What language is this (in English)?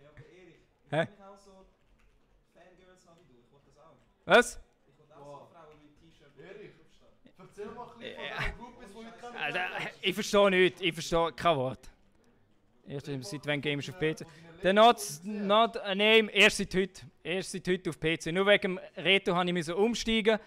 Swiss German